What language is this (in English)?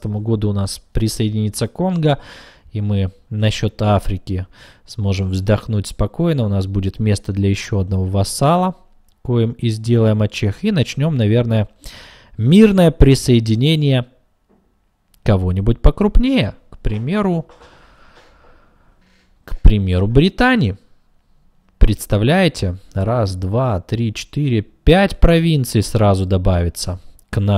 Russian